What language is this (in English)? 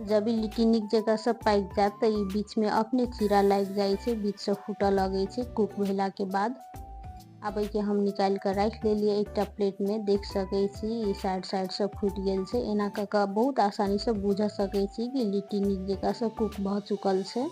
Maithili